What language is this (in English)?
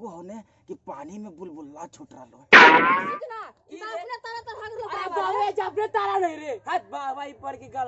Magahi